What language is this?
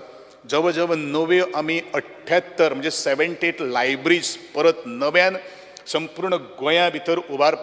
Konkani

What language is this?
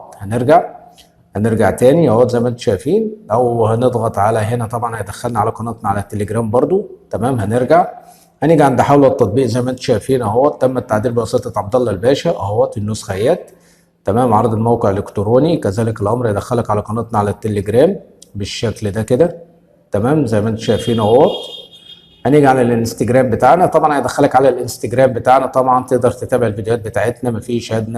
Egyptian Arabic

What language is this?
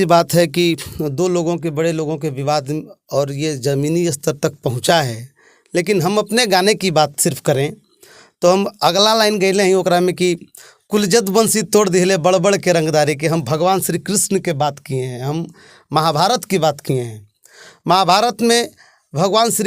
Bhojpuri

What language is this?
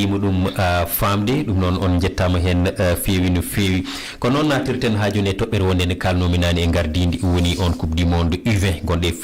Fula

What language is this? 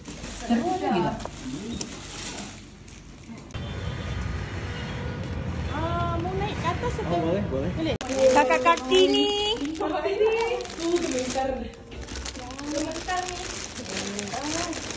Malay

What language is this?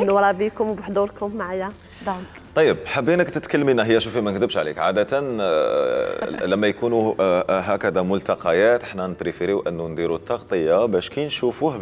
Algerian Arabic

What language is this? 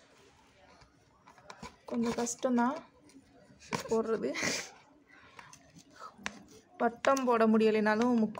Tamil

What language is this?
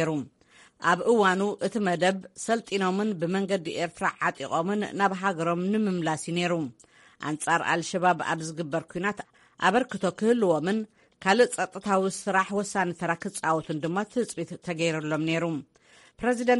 Tigrinya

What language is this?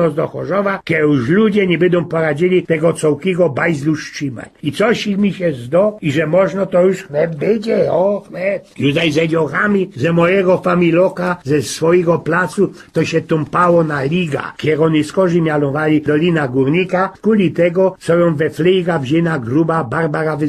Silesian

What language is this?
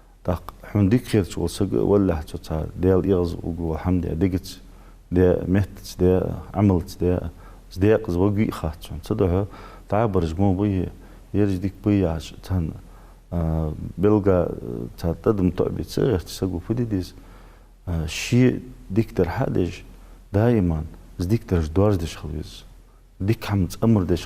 Ingush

